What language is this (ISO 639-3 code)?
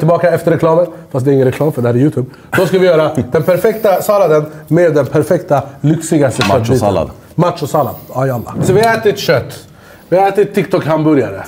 swe